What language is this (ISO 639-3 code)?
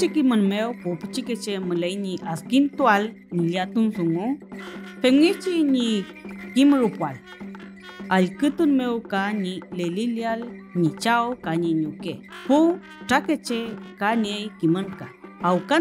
arn